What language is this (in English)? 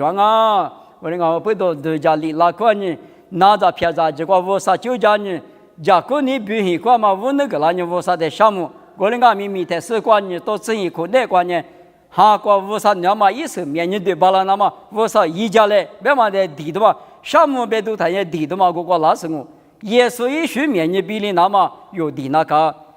Lisu